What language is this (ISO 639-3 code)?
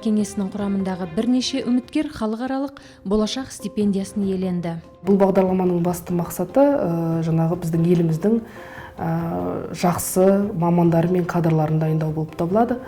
kaz